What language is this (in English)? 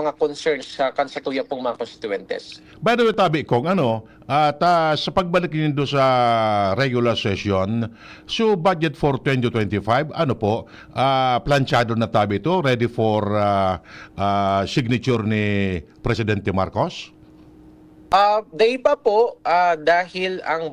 Bikol